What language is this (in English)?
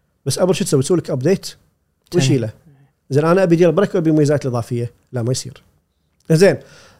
Gulf Arabic